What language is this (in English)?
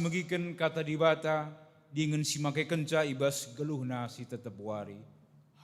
Batak Karo